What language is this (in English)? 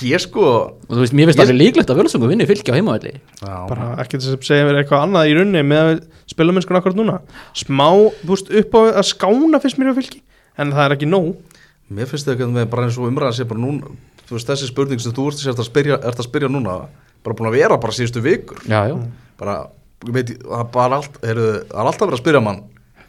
Icelandic